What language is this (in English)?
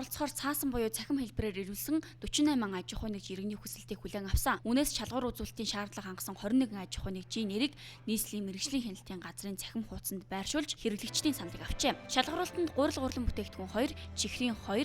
Mongolian